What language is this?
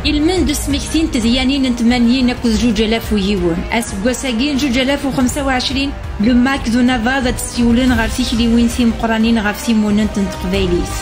Kabyle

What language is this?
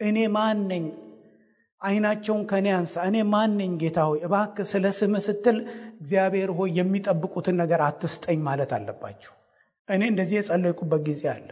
Amharic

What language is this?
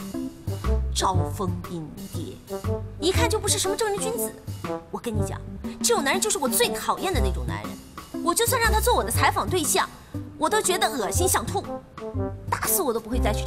Chinese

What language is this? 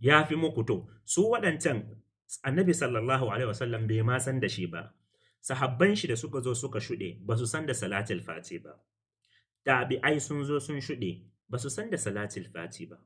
Hausa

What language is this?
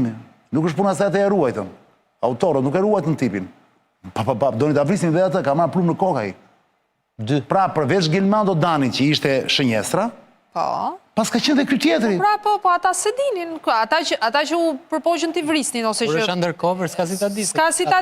Albanian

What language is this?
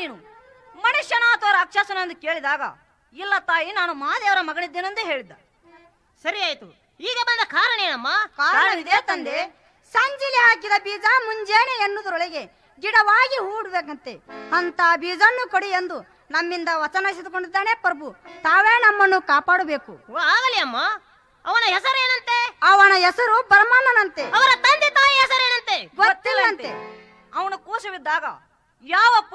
Kannada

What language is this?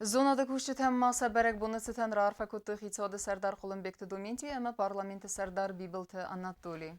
Ossetic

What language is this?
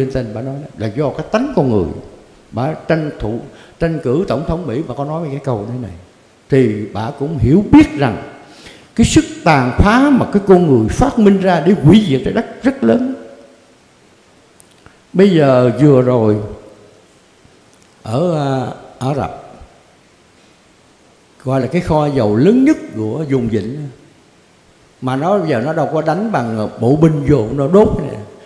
Vietnamese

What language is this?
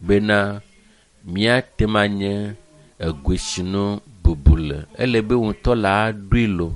Ewe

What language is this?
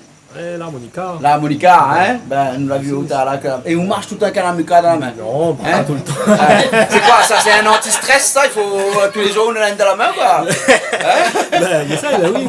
Réunion Creole French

